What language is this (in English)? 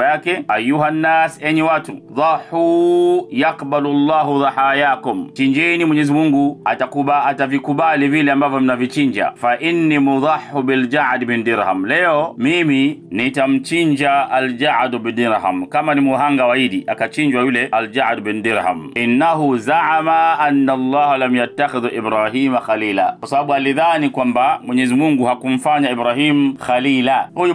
Swahili